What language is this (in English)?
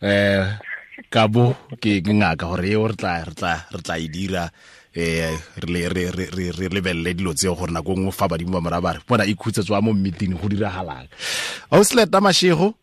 Tswana